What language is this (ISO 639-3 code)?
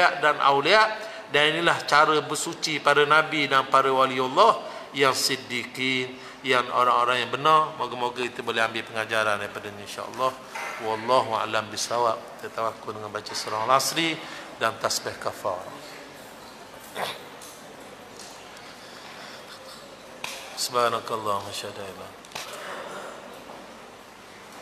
msa